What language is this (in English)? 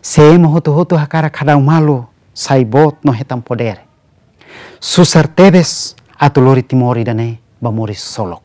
Tetum